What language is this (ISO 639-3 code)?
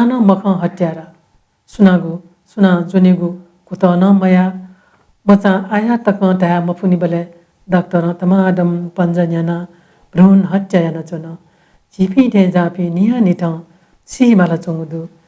new